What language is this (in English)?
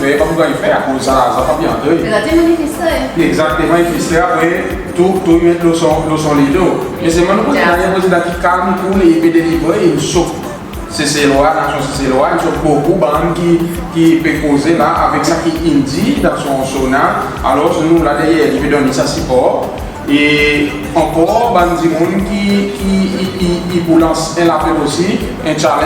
Seselwa Creole French